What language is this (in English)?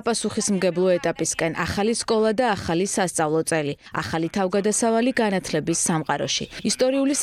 Georgian